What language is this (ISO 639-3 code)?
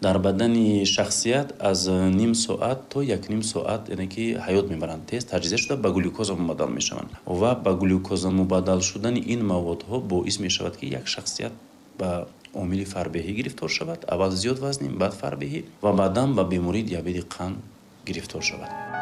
tgk